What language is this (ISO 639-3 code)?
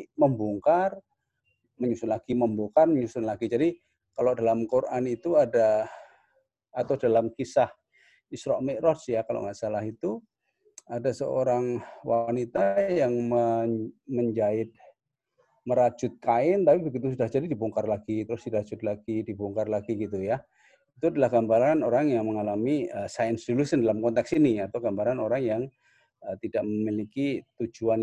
ind